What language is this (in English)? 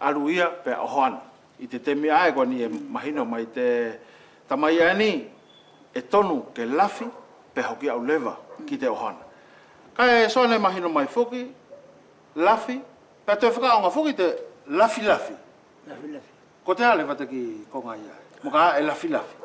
Wallisian